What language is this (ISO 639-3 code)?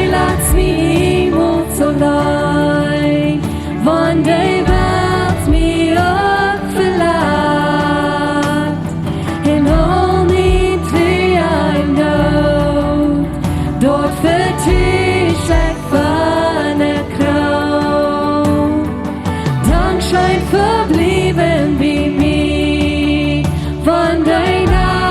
pdt